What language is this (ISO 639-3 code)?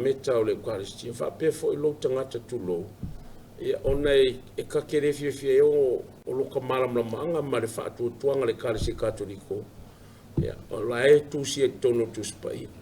smo